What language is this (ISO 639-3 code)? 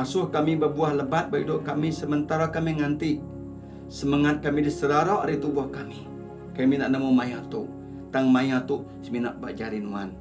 iba